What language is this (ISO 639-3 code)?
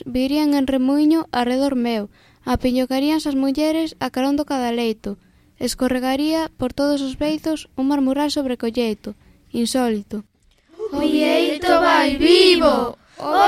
glg